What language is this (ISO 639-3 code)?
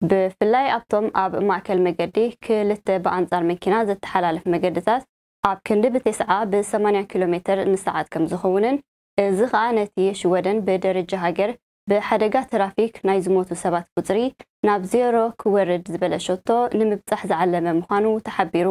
tir